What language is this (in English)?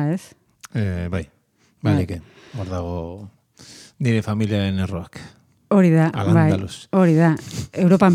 Basque